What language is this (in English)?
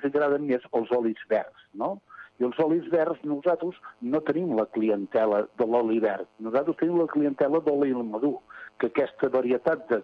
Catalan